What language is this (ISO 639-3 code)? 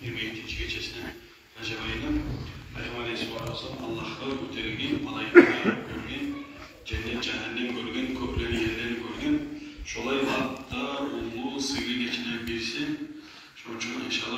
kum